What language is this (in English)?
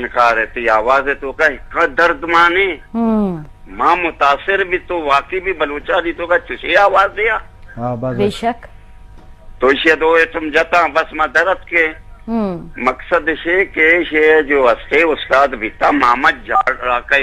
Eastern Balochi